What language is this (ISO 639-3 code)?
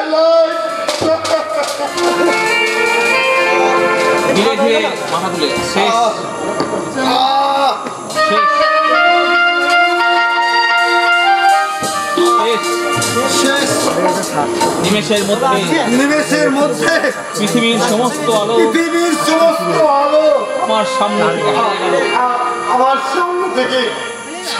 ben